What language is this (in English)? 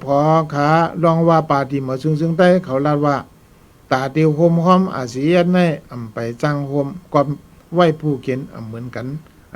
Shan